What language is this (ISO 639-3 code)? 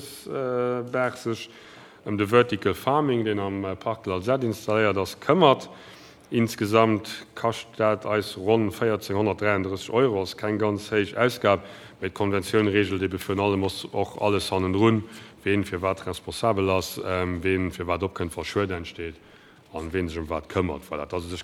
ltz